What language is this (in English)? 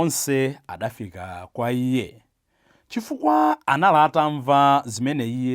Nyanja